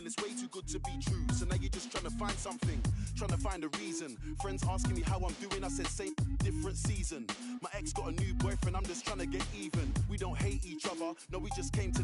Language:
English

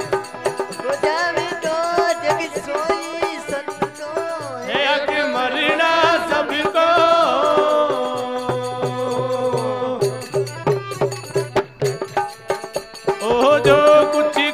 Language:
Hindi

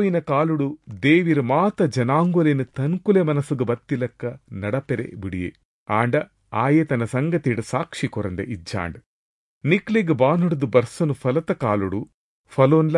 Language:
Tulu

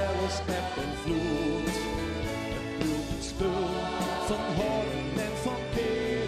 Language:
Western Frisian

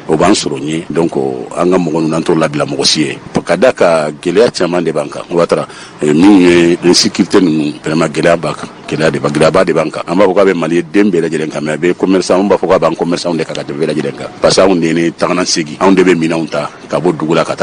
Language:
Bambara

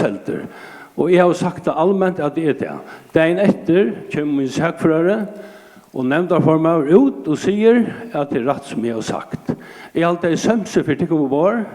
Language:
Faroese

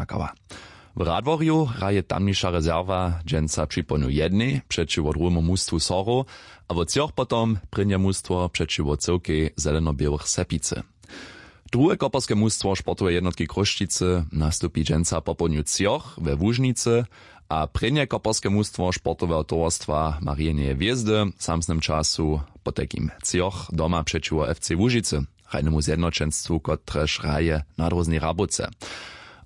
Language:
Upper Sorbian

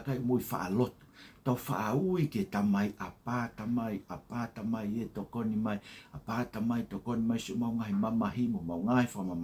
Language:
Tongan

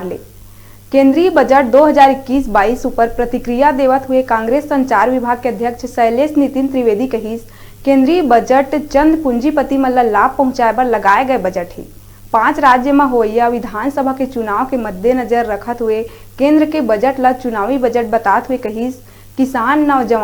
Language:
Chhattisgarhi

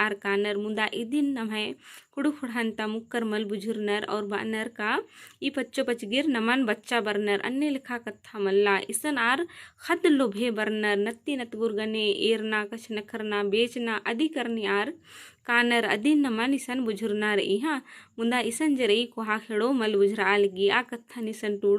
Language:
Kurukh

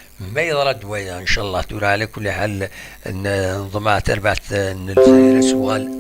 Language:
Kabyle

